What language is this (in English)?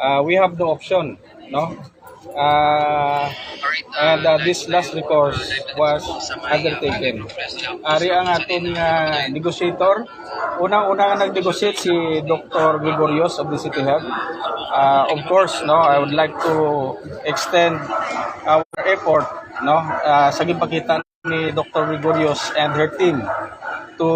Hiligaynon